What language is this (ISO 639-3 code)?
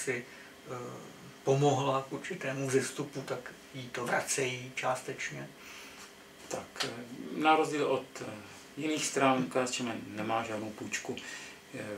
ces